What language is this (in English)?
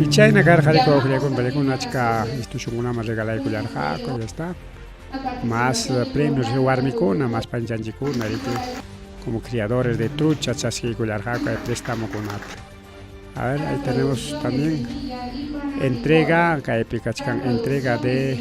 Ayacucho Quechua